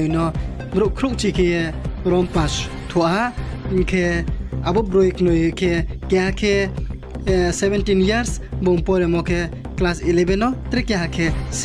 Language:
Riang (India)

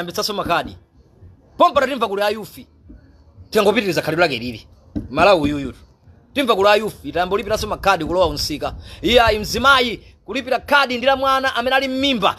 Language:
Nyanja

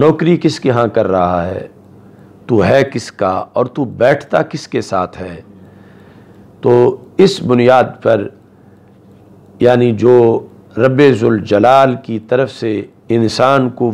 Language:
Urdu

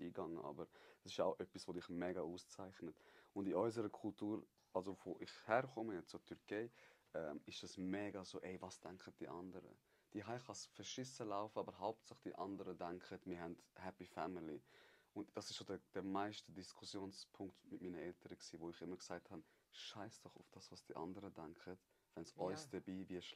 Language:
Swiss German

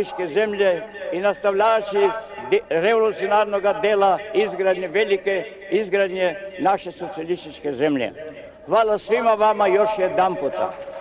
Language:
Serbian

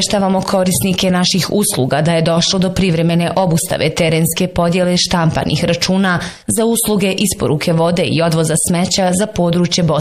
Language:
Bosnian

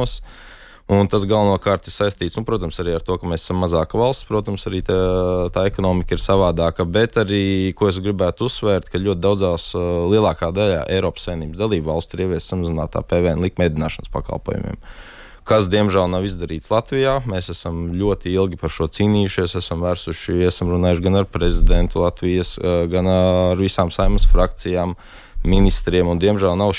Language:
Latvian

